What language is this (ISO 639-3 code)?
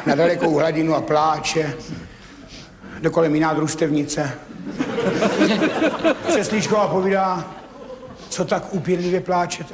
ces